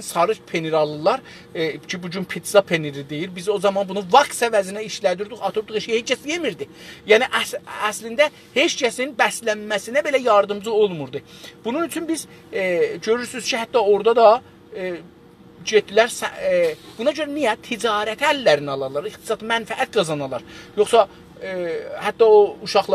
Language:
South Azerbaijani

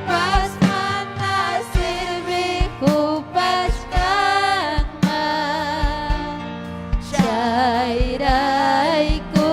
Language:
Ayacucho Quechua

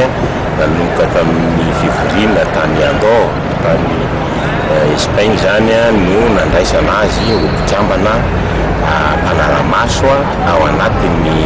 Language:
Malagasy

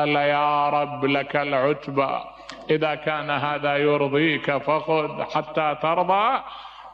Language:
Mesopotamian Arabic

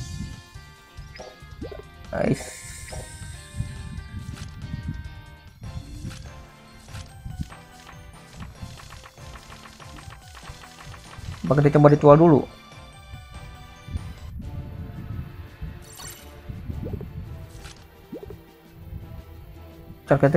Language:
Indonesian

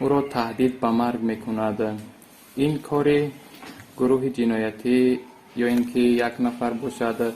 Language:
Tajik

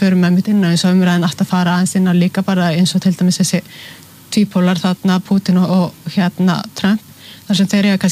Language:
Icelandic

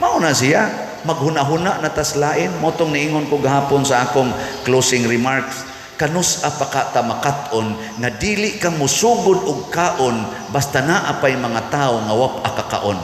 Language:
Cebuano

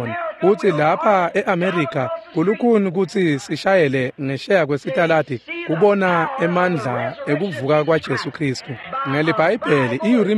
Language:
Swati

